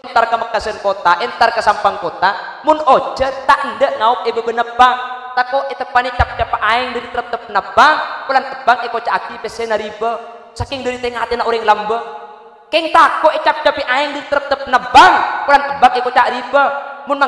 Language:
Madurese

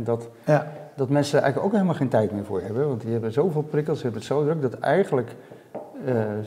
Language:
Dutch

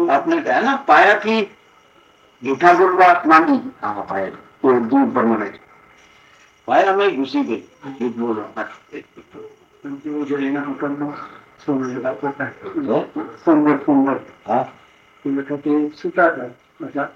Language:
Gujarati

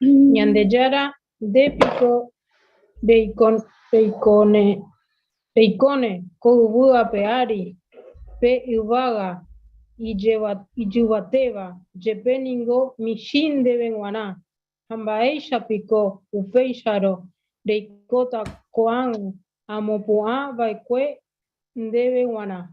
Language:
Guarani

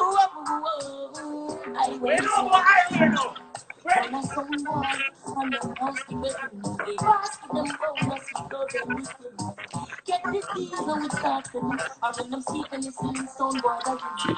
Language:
Jamaican Creole English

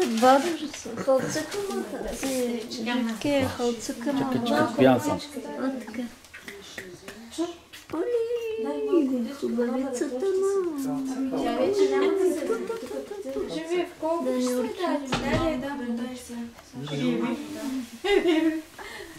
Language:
Bulgarian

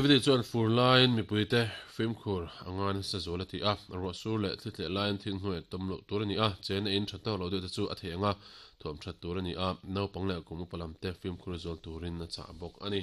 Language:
Mizo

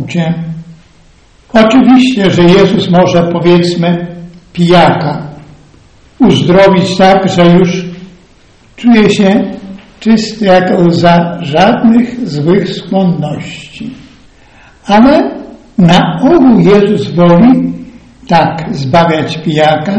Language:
Polish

